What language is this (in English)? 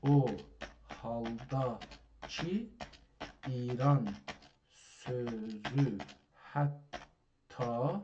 South Azerbaijani